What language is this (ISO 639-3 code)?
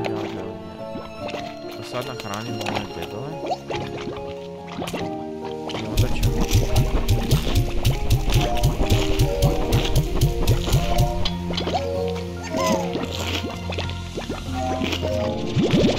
hrv